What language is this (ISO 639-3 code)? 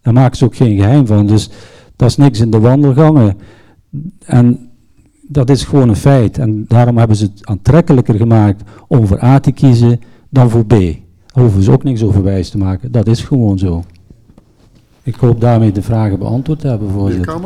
nld